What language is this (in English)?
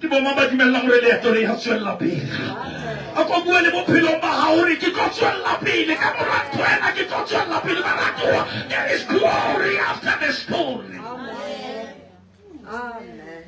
Southern Sotho